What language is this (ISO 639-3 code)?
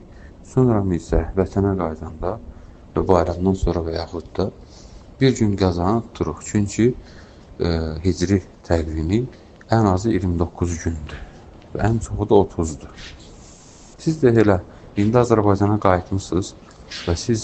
aze